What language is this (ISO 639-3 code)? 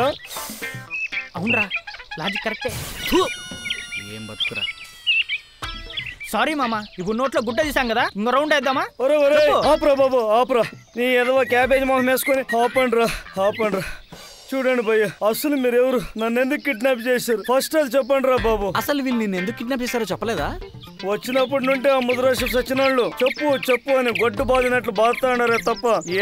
tel